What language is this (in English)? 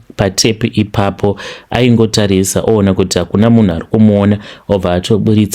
Shona